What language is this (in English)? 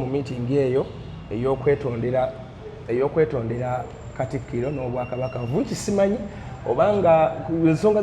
Ganda